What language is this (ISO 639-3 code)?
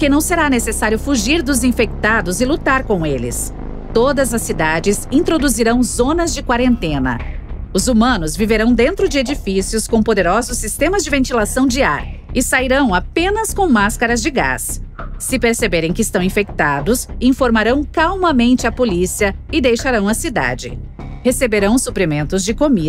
por